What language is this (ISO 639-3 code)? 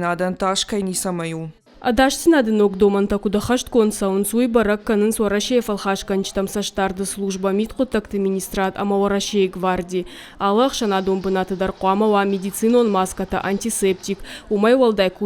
oss